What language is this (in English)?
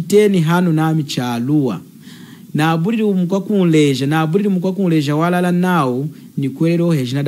Lunda